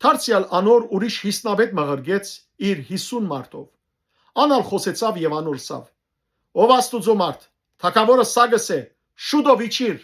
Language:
Western Armenian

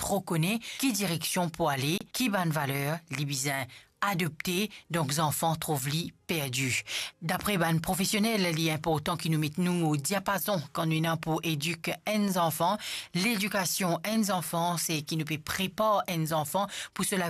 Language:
Morisyen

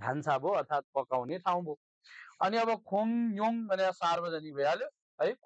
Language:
Nepali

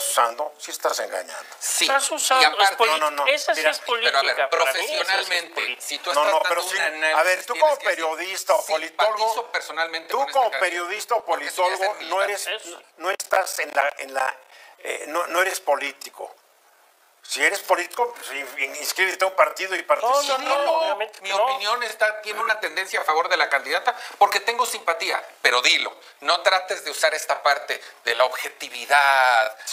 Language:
Spanish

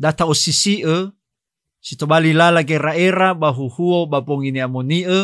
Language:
Nias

